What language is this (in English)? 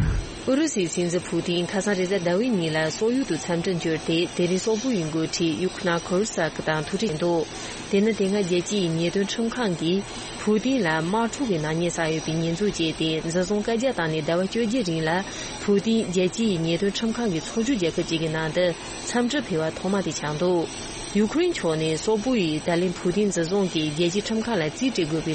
Tibetan